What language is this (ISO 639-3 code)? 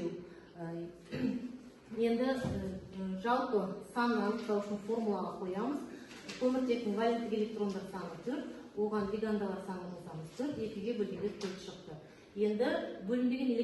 kaz